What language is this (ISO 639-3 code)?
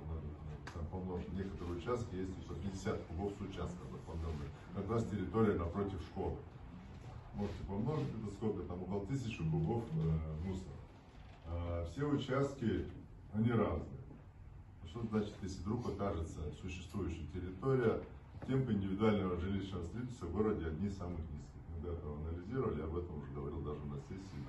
rus